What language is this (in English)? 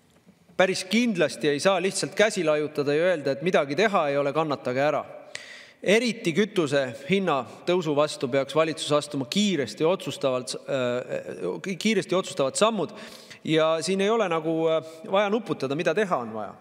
Estonian